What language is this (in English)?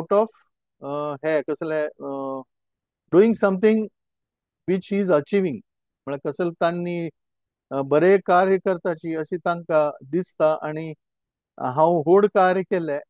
Konkani